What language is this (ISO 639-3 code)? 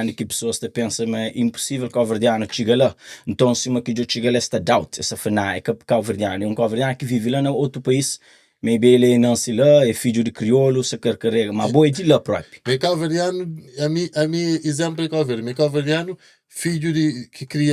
kea